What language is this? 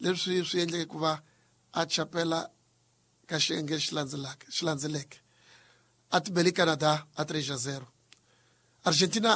Tsonga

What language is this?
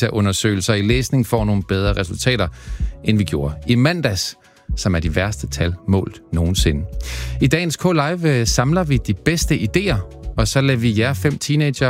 Danish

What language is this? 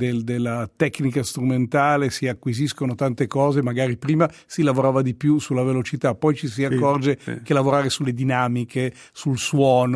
Italian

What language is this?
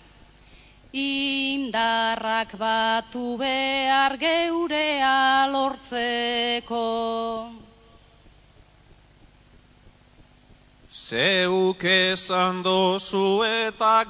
Basque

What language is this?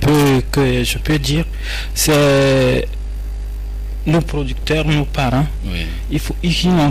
French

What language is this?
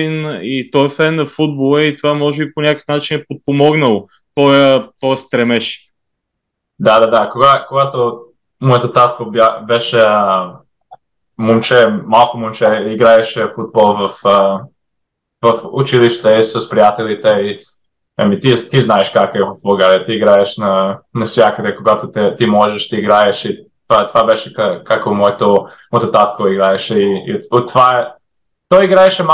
Bulgarian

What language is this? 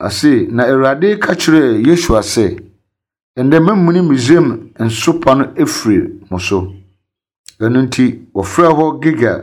Akan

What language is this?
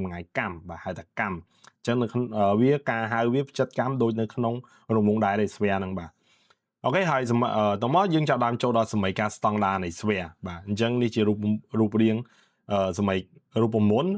Khmer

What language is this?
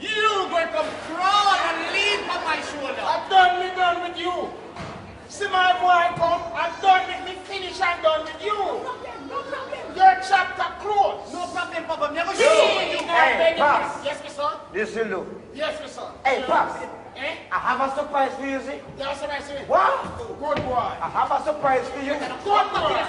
Jamaican Creole English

